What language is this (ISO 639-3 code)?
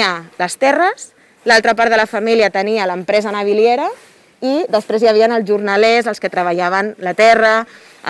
cat